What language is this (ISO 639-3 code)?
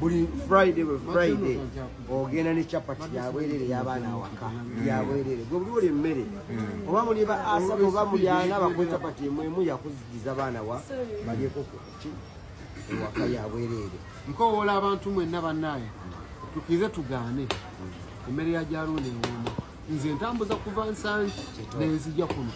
lug